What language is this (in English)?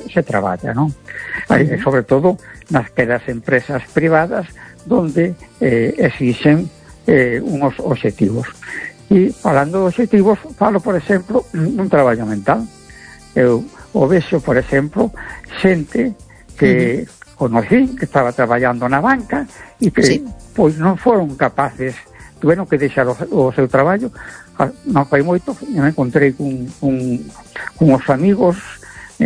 Galician